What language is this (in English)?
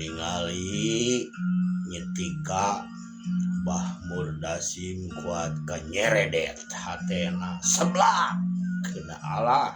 Sundanese